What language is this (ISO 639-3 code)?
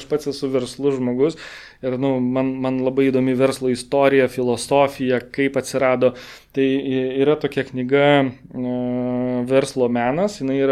lit